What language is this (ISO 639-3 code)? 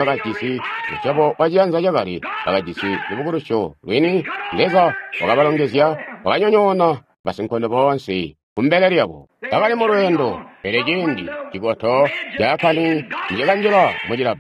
toi